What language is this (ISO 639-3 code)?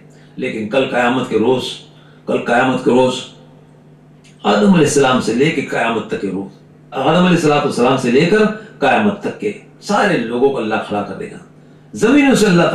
urd